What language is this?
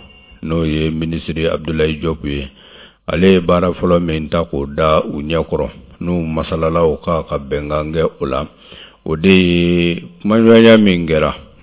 Bambara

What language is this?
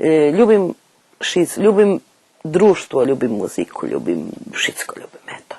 Rusyn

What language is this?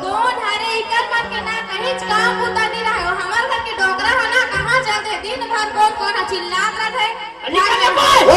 Chhattisgarhi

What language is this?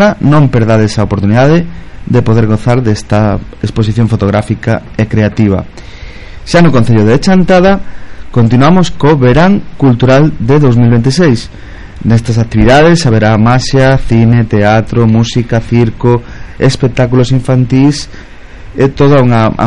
Galician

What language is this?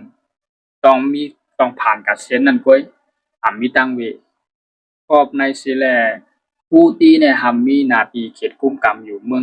Shan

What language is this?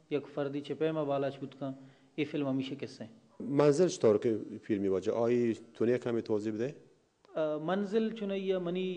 Baluchi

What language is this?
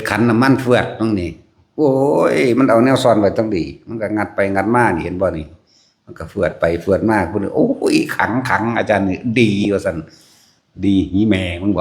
Northeastern Thai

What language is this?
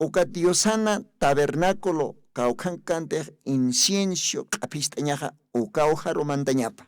Aymara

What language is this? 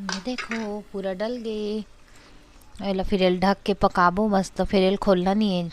Chhattisgarhi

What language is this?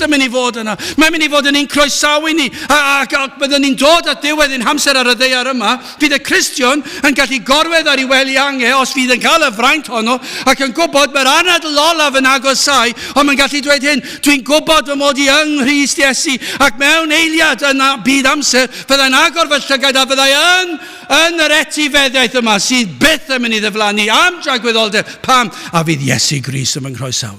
Welsh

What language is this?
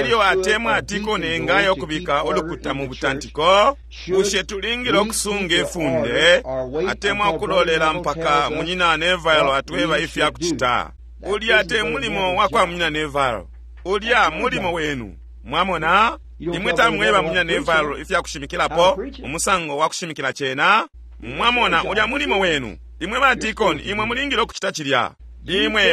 Bemba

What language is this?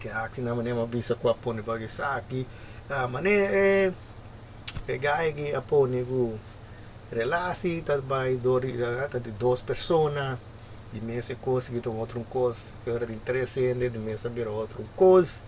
Papiamento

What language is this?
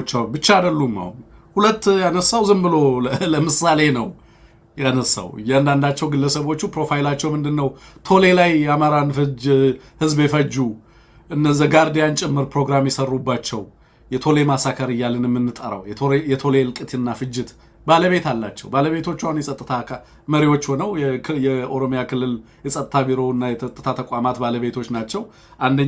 Amharic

